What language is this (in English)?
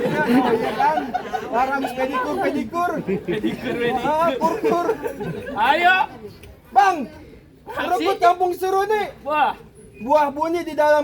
Betawi